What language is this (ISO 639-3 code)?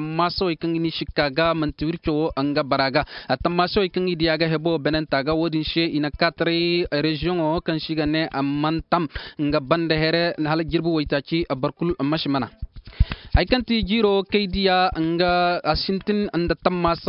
dje